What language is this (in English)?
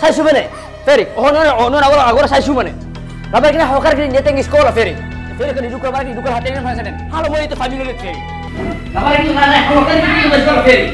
Tetum